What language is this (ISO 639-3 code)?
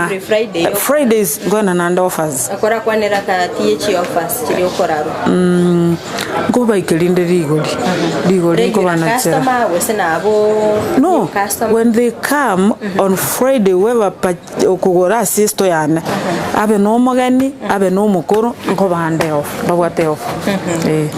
guz